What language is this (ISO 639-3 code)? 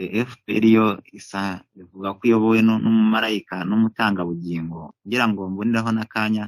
kin